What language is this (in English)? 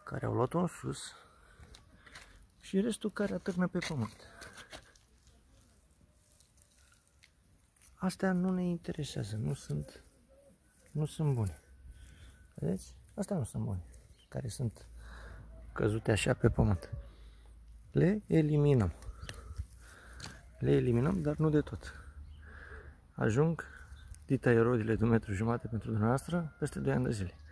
Romanian